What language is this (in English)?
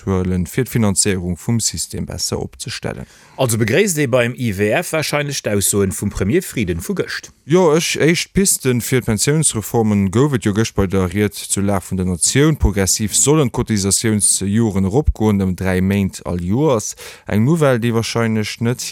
Luxembourgish